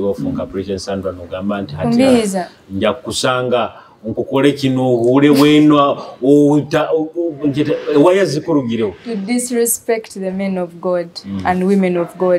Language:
Nyoro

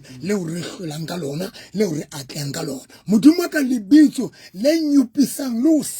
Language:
Southern Sotho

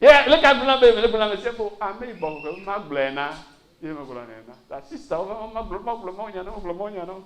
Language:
Ewe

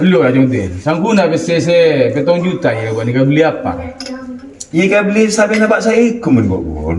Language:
Madurese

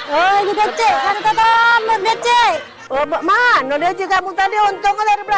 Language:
Musi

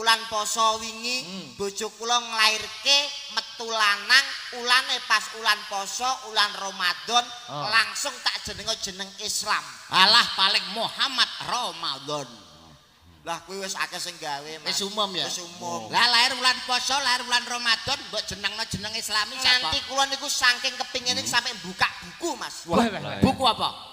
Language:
Javanese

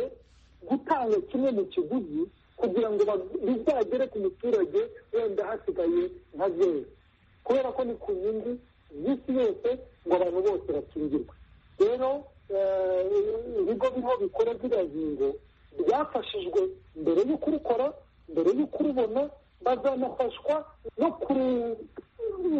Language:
Kinyarwanda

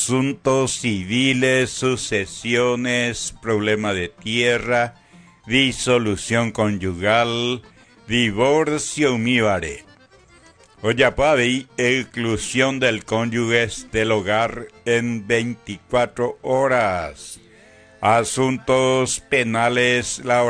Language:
Guarani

